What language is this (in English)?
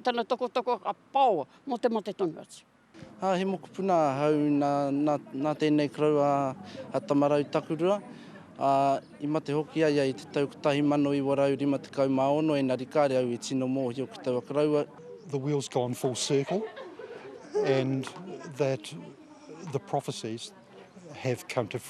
Māori